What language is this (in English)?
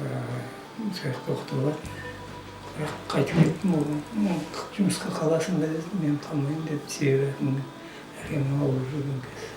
Kazakh